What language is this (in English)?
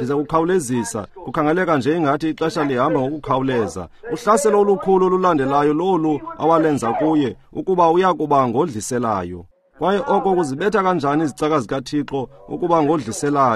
Xhosa